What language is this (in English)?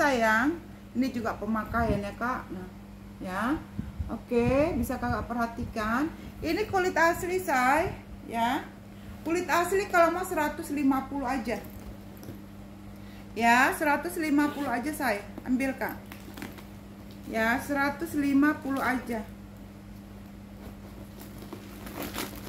Indonesian